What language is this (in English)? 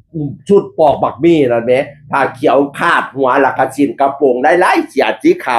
Northeastern Thai